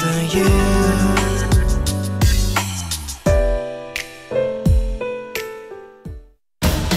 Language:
Korean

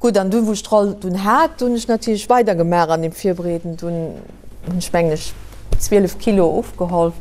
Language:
Luxembourgish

